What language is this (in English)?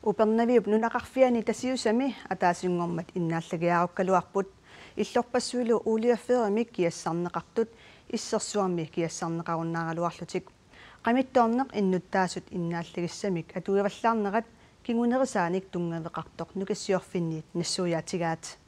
Kalaallisut